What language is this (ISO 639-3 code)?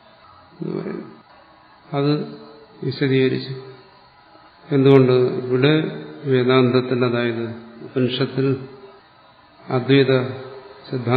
mal